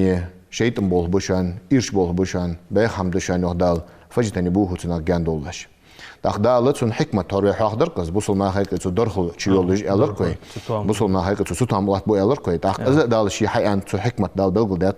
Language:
Ingush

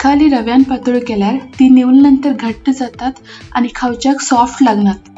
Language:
Konkani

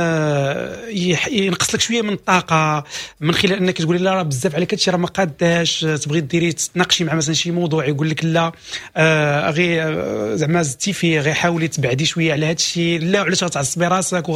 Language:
Moroccan Arabic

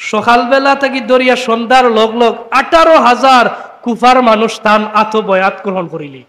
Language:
Sylheti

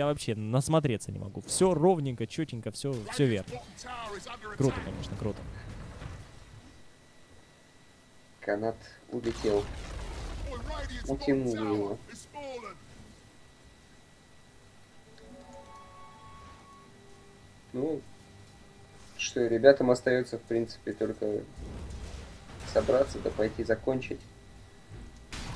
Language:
Russian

